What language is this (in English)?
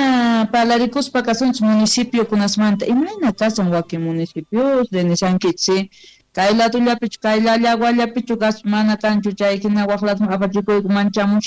South Bolivian Quechua